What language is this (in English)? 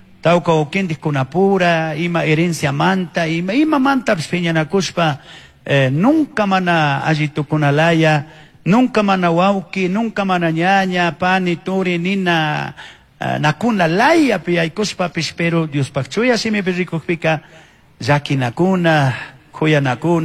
Chimborazo Highland Quichua